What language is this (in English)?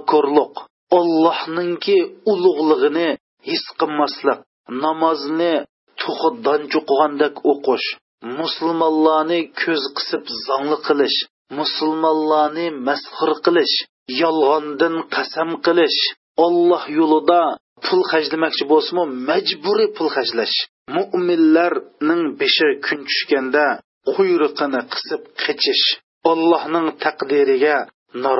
Uyghur